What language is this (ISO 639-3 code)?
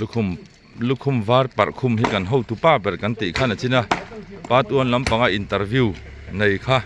lus